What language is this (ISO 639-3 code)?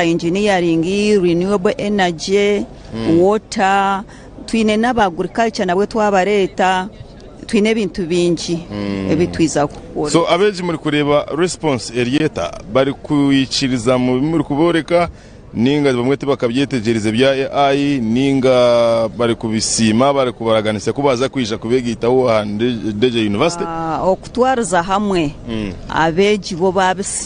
nyn